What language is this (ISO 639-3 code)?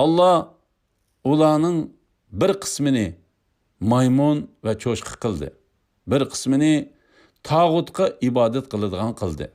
uig